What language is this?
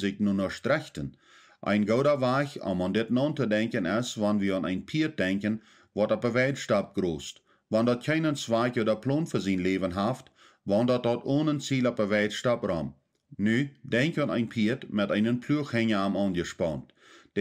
Plautdietsch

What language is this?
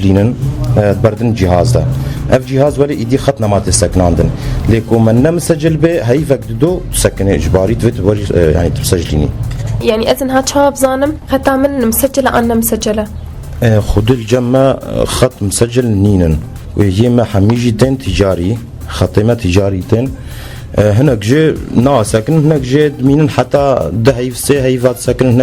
Kurdish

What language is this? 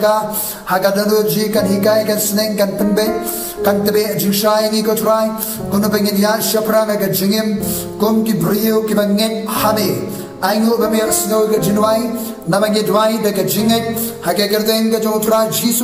Khasi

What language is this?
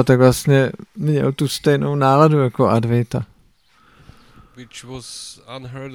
Czech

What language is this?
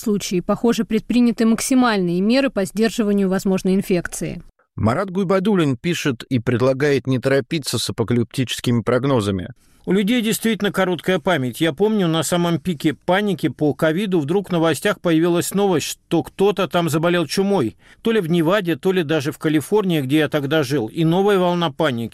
Russian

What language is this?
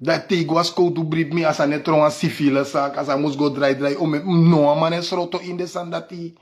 Sranan Tongo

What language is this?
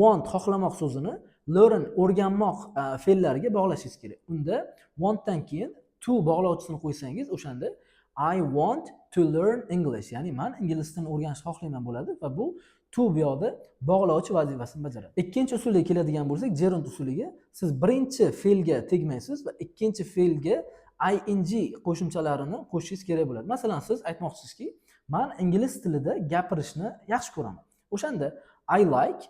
Uzbek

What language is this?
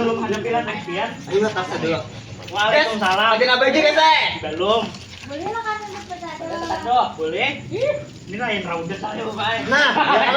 Banjar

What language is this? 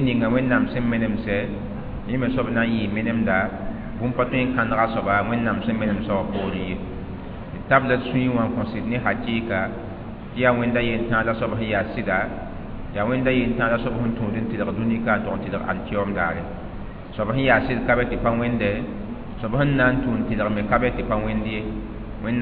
Mossi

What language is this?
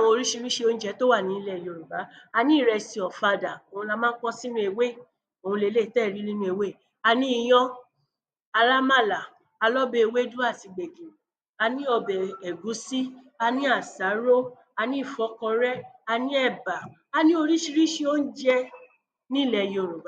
Yoruba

